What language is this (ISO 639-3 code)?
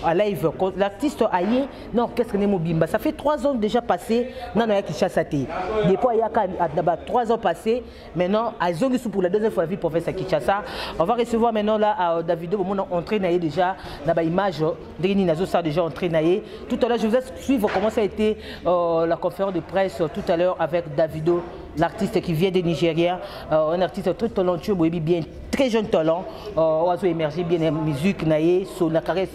fra